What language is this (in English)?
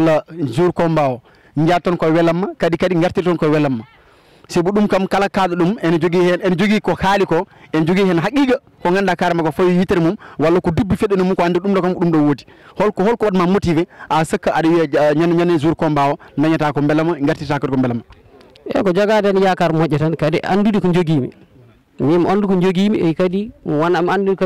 Fula